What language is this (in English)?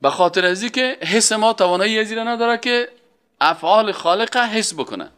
Persian